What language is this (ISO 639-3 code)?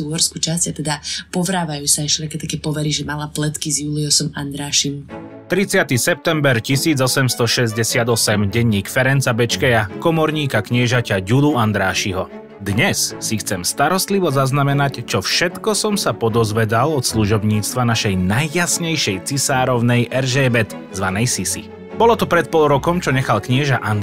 slk